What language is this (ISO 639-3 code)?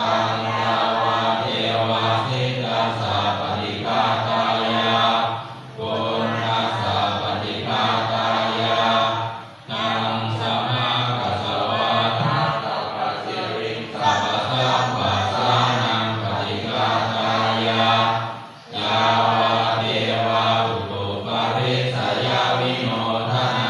pli